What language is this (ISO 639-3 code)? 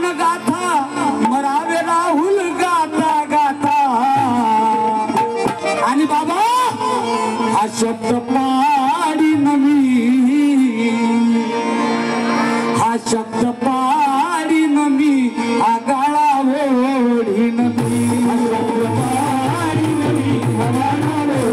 mar